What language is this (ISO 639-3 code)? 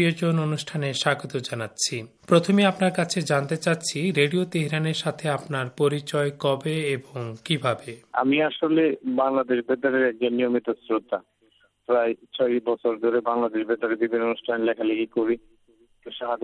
ben